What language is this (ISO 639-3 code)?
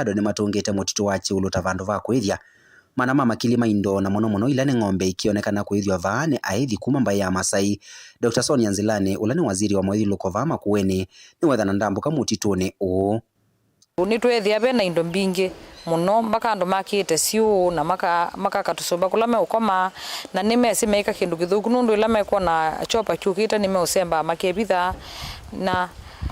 kam